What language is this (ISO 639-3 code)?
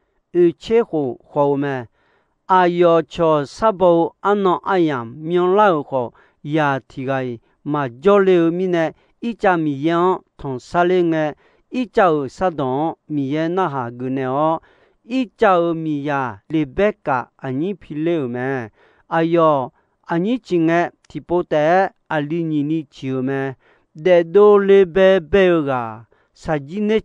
ahk